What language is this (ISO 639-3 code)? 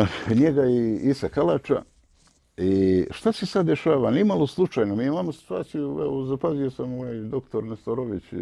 bos